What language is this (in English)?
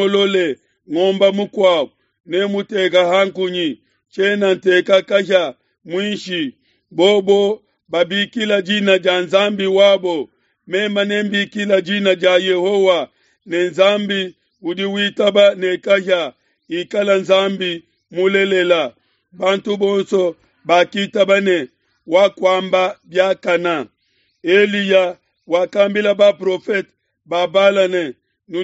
Luba-Lulua